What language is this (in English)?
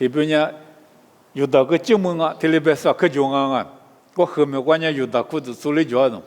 Lisu